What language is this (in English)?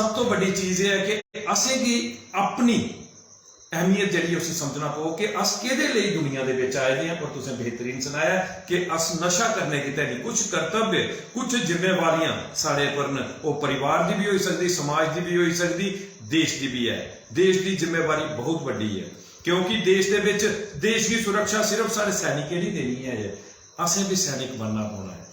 Dogri